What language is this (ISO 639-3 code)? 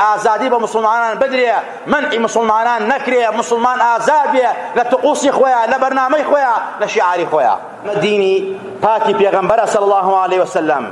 ckb